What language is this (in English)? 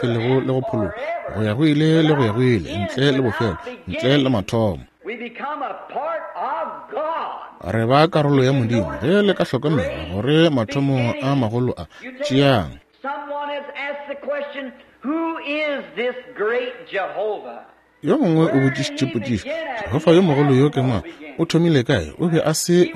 Northern Sotho